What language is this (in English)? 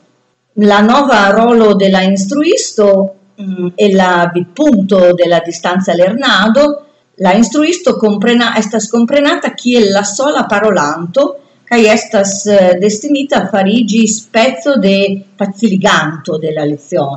Esperanto